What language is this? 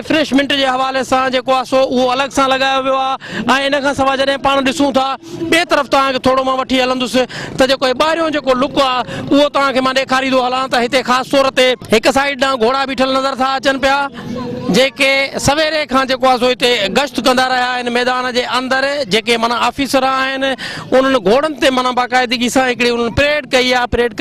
Sindhi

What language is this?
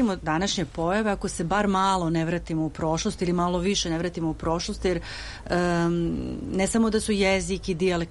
Serbian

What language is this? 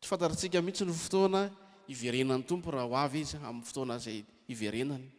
Malagasy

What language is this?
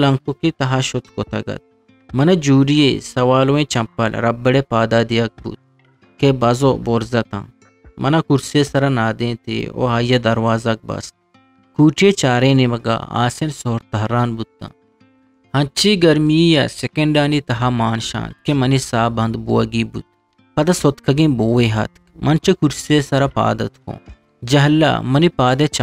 Eastern Balochi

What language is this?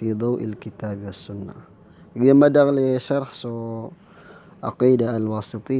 Maranao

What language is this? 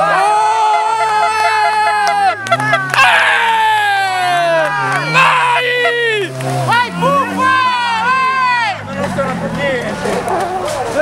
Italian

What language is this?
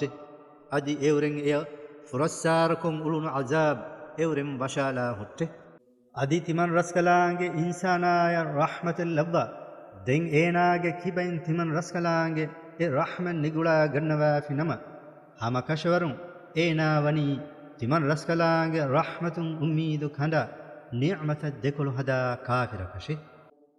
Divehi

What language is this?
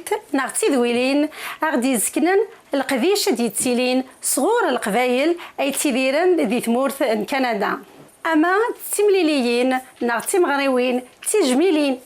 Kabyle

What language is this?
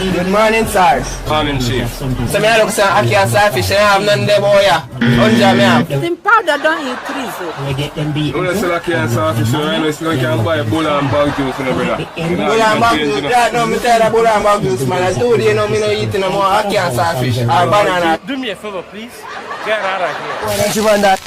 Jamaican Creole English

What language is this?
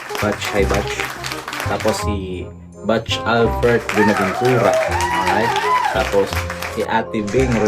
Waray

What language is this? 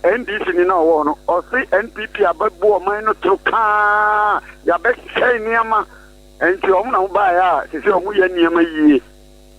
Akan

